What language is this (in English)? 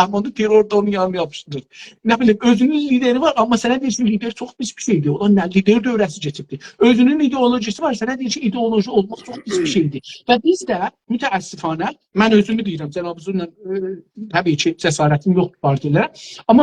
South Azerbaijani